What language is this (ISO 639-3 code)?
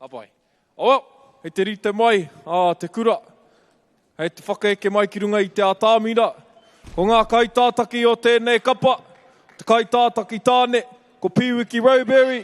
mri